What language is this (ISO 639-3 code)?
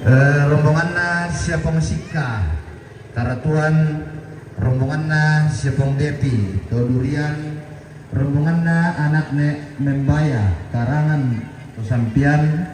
sda